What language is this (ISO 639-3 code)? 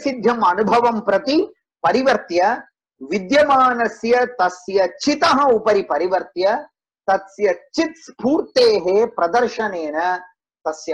san